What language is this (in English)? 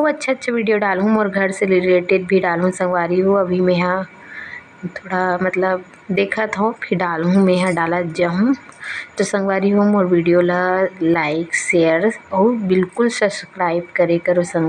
Chhattisgarhi